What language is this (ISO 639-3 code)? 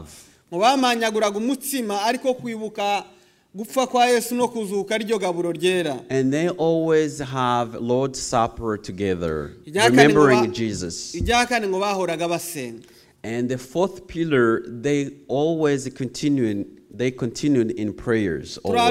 kin